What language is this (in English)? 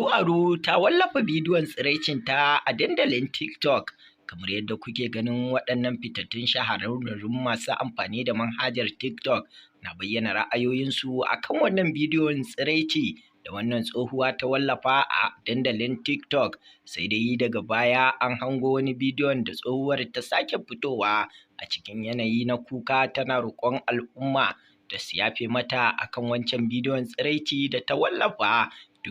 Hausa